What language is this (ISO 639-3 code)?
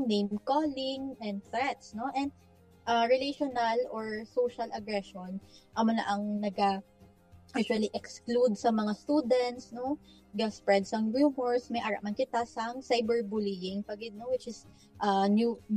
hil